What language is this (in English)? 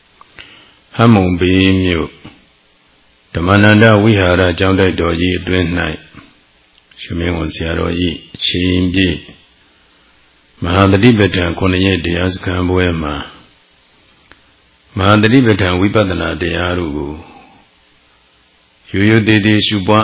Burmese